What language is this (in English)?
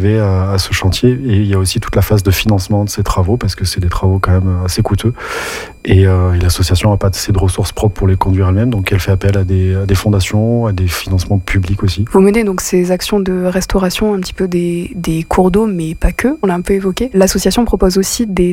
French